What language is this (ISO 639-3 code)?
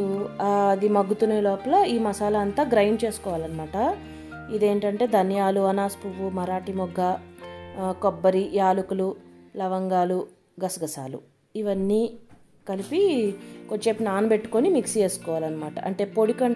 tel